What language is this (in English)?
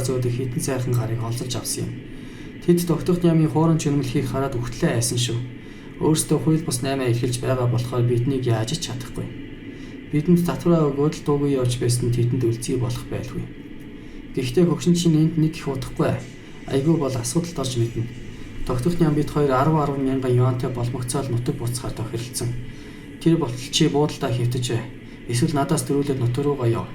Mongolian